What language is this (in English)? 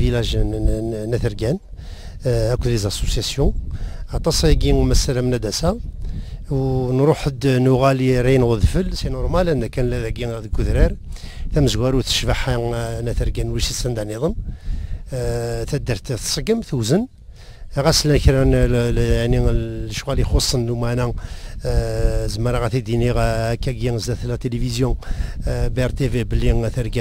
Kabyle